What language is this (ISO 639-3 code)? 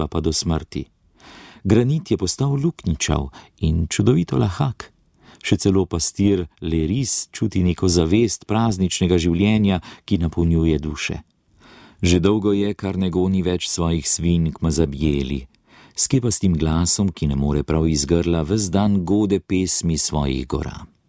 slv